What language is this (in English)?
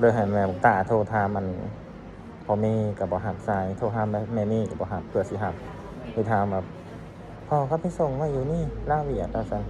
Northeastern Thai